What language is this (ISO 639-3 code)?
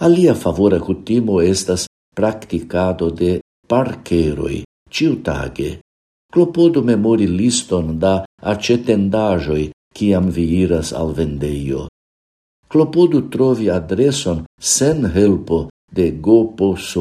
epo